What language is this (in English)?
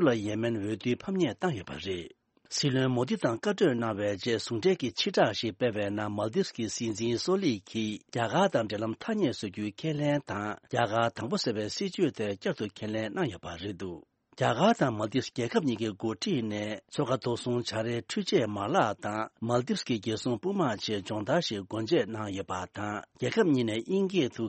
Tibetan